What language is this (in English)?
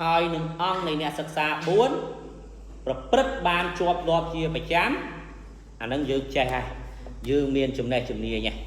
Khmer